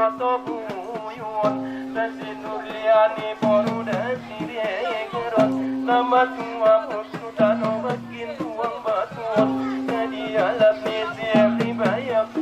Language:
Batak Angkola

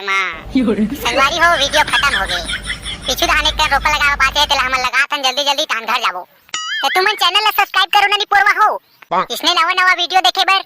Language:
Chhattisgarhi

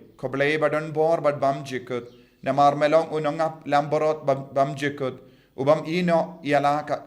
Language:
Khasi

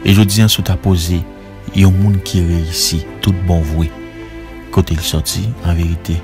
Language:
Haitian Creole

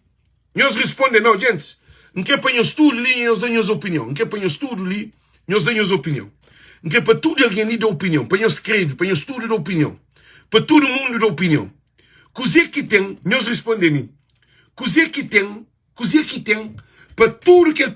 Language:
Kabuverdianu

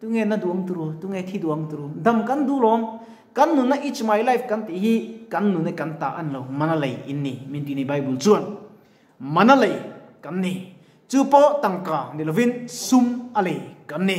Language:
Mizo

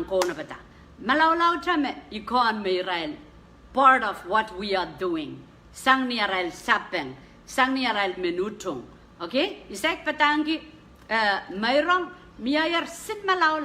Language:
Pohnpeian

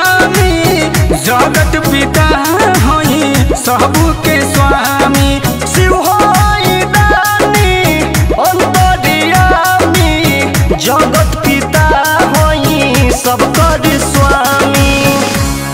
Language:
Bhojpuri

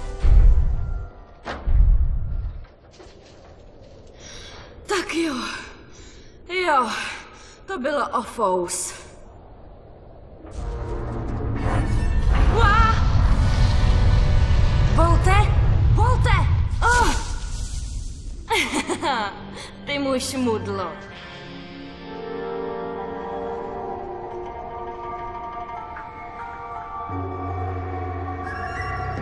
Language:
Czech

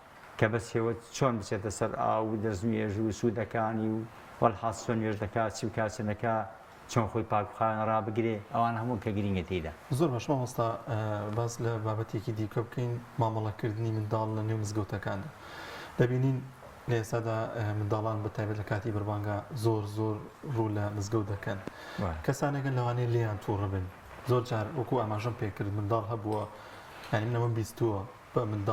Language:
Central Kurdish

